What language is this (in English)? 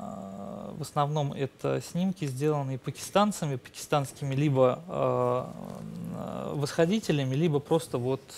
Russian